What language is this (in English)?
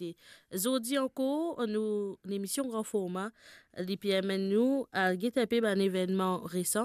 Morisyen